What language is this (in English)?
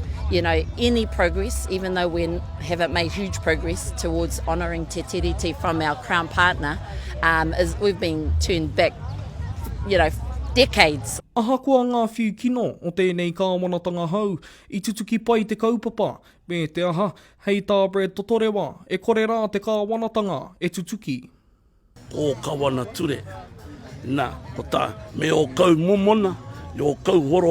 Māori